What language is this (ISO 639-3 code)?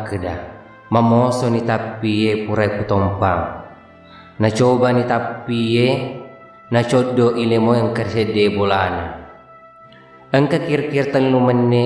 bug